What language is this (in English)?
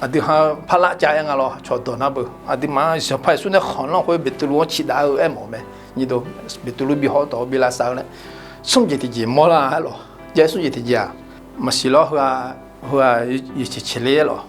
Akha